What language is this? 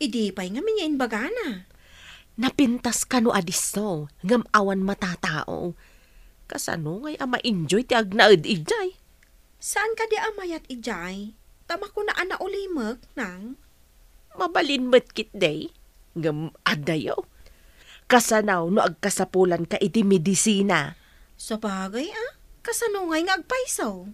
Iloko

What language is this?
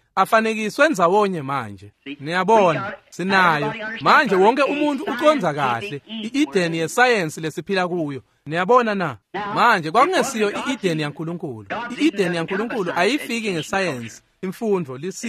Swati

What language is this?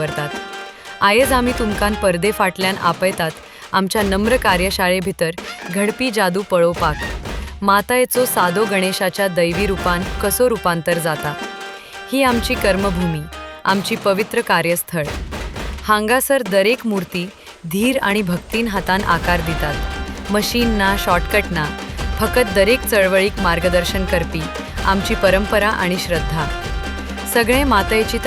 Konkani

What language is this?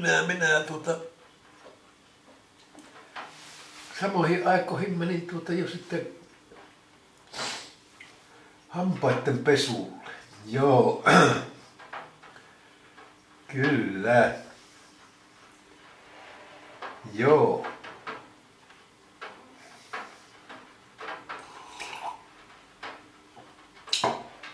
Finnish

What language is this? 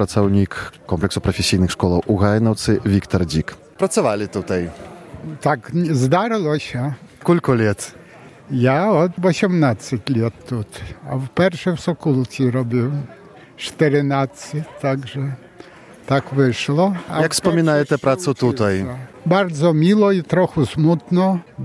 Belarusian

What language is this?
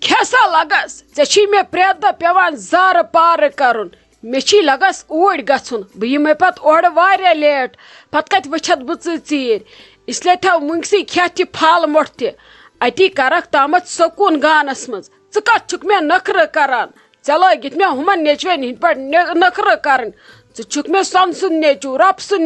Kashmiri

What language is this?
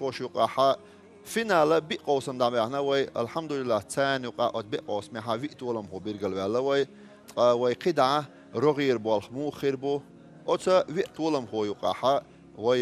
Chechen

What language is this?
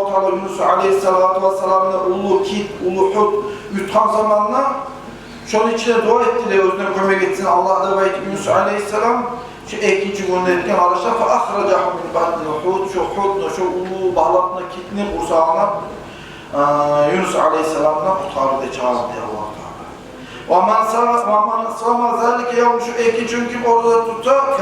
Kumyk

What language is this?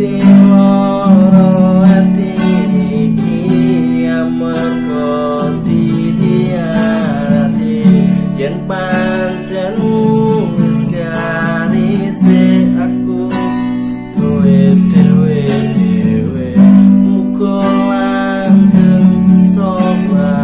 Javanese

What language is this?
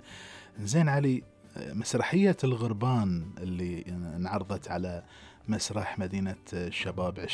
Gulf Arabic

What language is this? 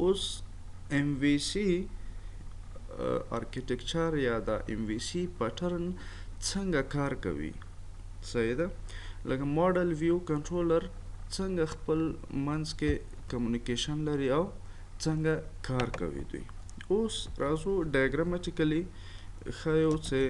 Pashto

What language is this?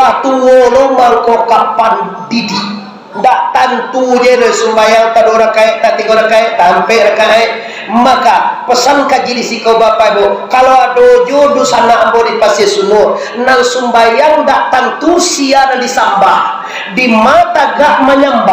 Minangkabau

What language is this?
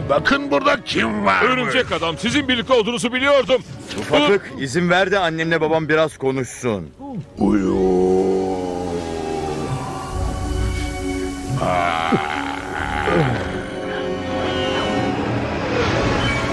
Turkish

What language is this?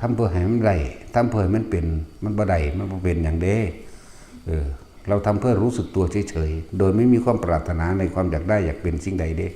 Northeastern Thai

